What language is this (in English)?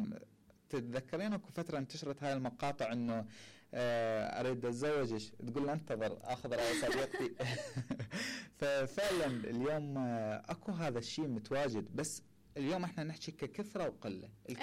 Mesopotamian Arabic